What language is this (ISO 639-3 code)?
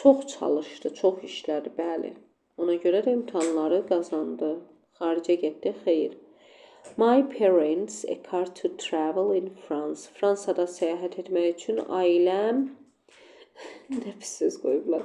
aze